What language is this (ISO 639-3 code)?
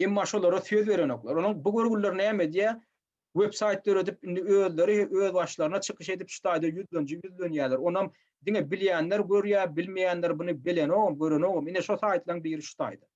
tuk